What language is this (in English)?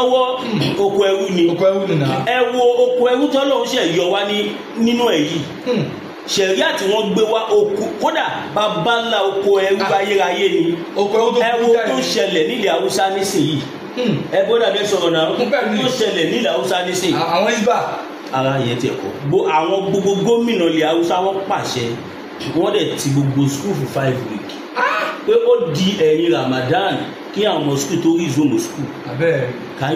Yoruba